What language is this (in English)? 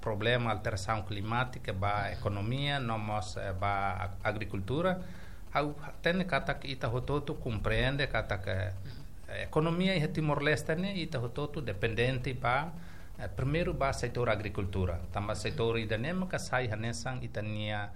Tetum